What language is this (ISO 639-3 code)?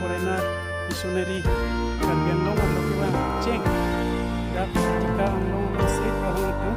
mjw